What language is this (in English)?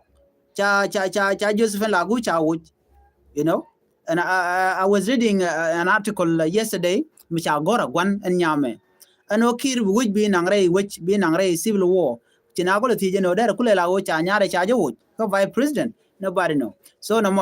Nuer